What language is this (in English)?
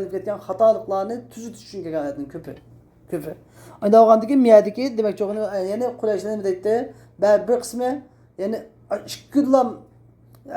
Uyghur